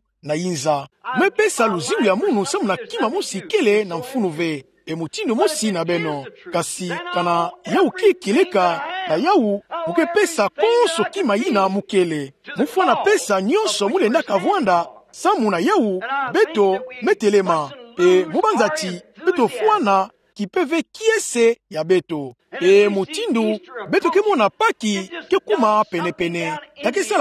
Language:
Kituba (Democratic Republic of Congo)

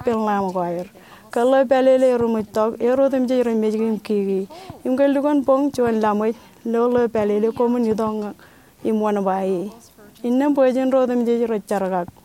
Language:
Marshallese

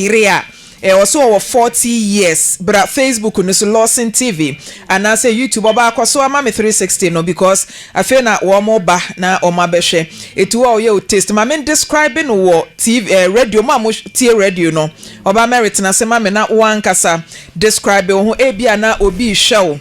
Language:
Akan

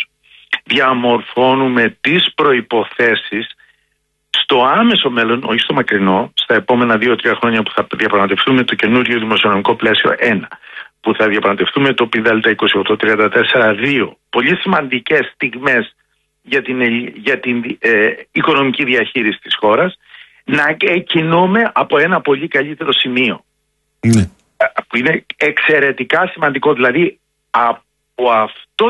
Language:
Greek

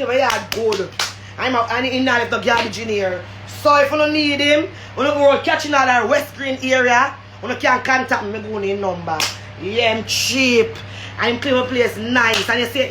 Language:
Jamaican Creole English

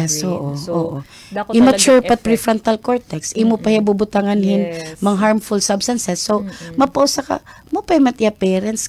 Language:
Waray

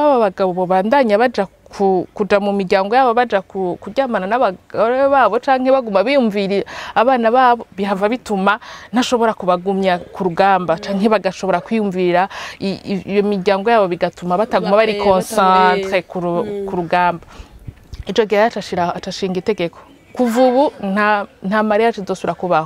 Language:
Rundi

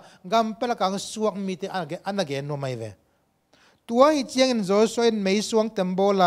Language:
Tedim Chin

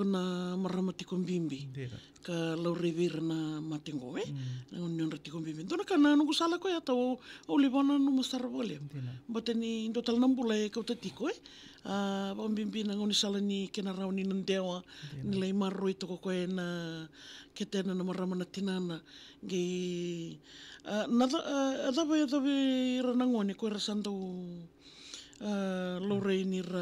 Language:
Fijian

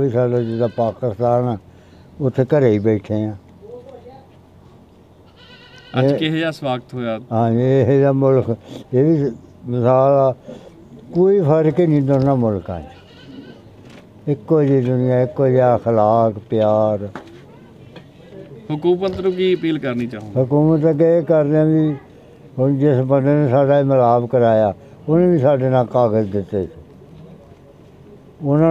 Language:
Punjabi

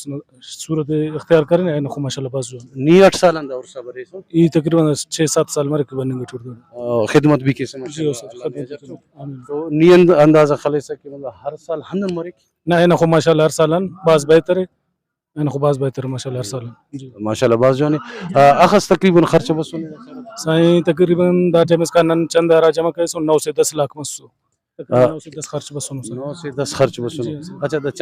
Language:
Brahui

